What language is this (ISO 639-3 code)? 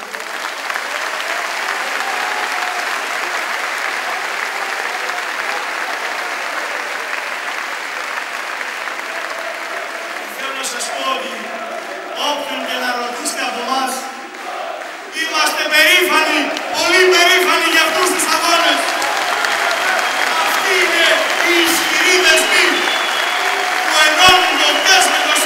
ell